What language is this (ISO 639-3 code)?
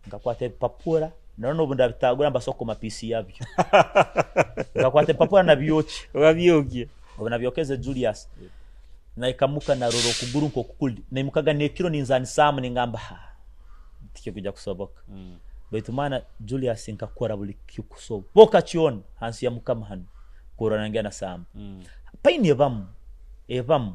nyo